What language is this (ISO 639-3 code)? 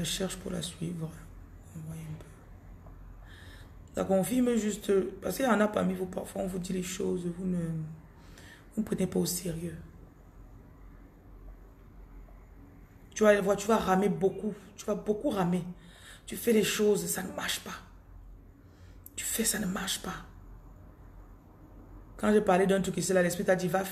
fra